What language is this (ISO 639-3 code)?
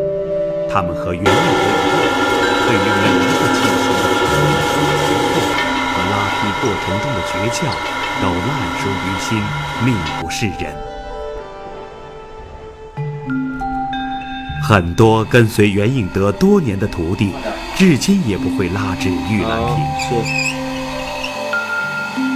zho